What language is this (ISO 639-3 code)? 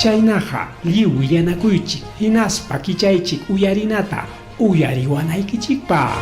quy